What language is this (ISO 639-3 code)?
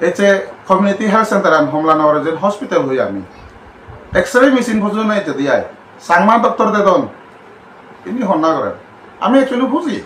ccp